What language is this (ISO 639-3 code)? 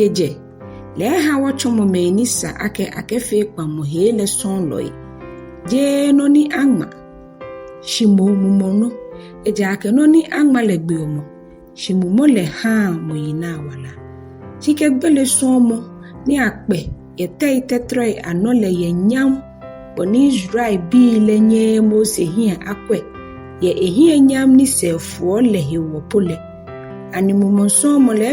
gaa